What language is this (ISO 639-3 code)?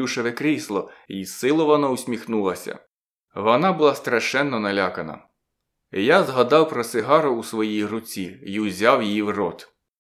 ukr